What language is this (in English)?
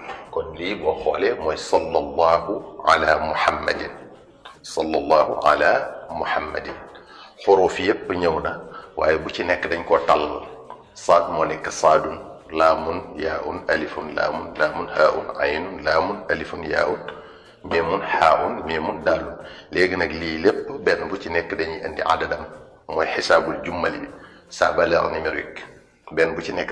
Wolof